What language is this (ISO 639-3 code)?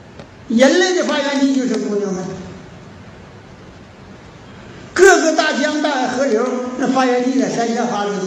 zho